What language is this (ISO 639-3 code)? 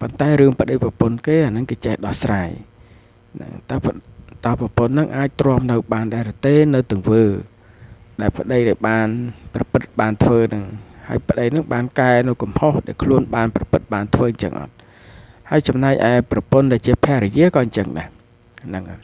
khm